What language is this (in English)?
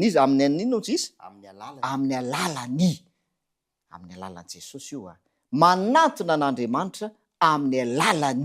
Malagasy